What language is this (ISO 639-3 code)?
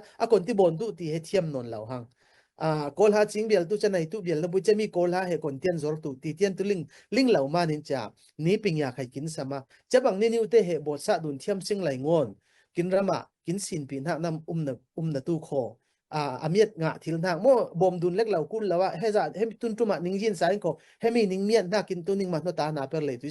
cfm